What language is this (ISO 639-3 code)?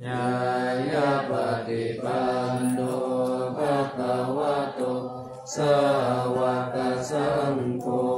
pli